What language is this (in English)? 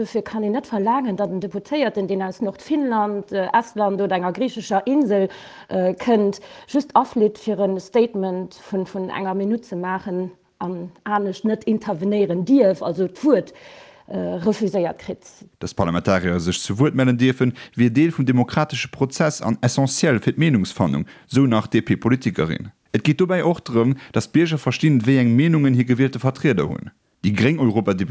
Luxembourgish